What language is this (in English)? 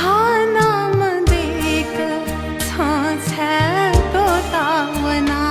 Newari